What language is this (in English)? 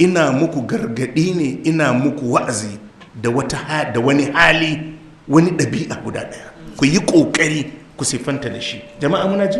Hausa